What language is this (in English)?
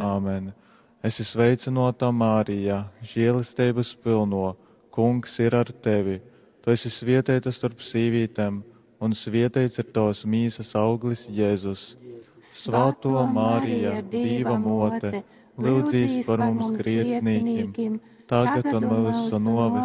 Latgalian